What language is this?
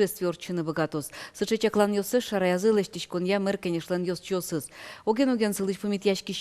Udmurt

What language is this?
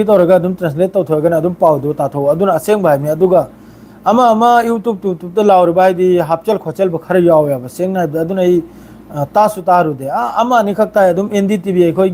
Manipuri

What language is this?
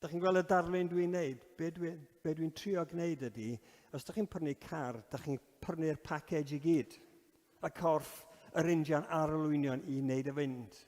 Welsh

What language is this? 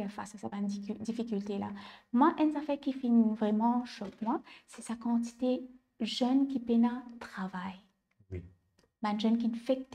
Morisyen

